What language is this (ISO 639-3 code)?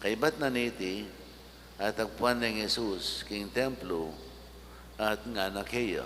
pam